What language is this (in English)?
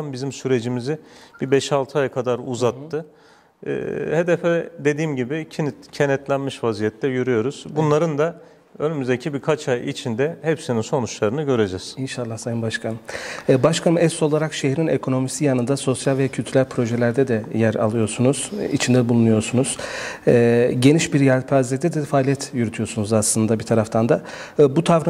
Turkish